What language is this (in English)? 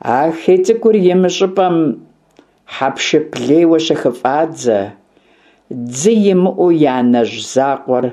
Kabardian